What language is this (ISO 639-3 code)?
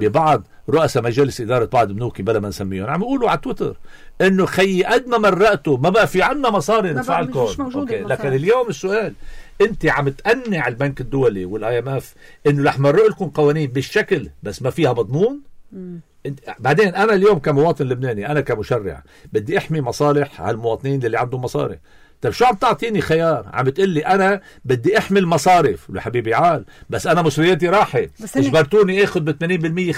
apc